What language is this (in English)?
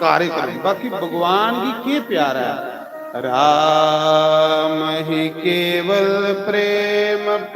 Dogri